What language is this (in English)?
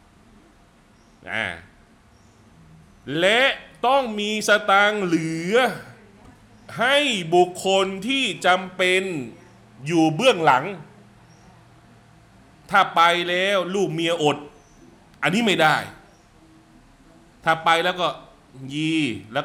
Thai